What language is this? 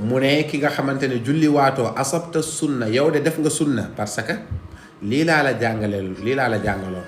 Wolof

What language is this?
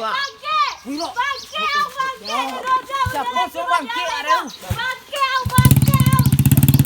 Minangkabau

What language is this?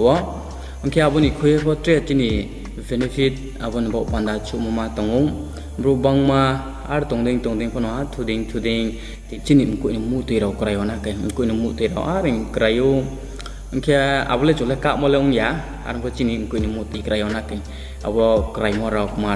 Riang (India)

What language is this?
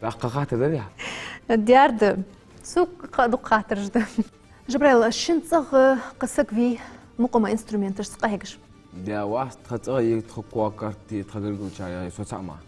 Ingush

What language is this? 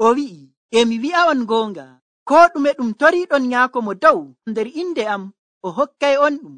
Nigerian Fulfulde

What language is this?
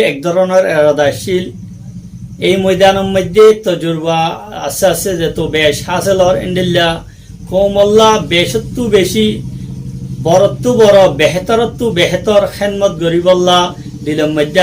Rohingya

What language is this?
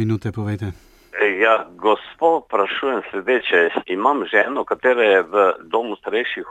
Slovenian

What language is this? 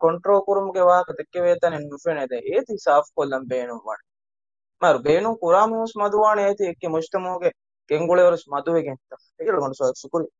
Divehi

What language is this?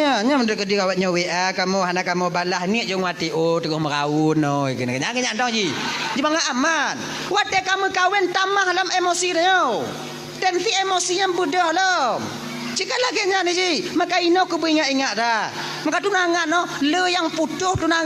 Achinese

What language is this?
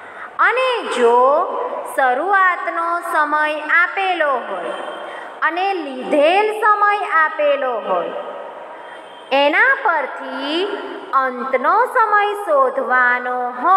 Gujarati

